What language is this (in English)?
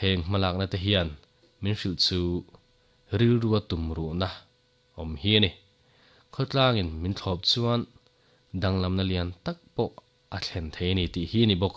Mizo